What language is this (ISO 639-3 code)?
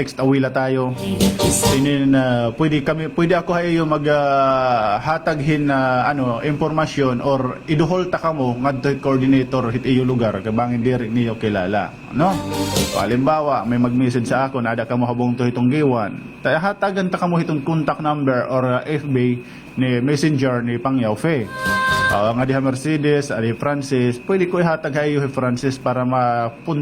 war